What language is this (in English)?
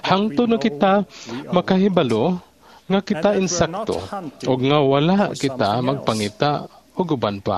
Cebuano